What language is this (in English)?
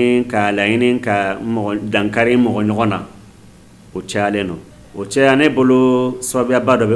Bambara